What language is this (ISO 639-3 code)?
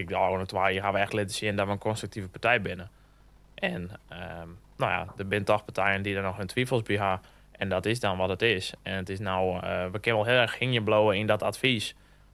fry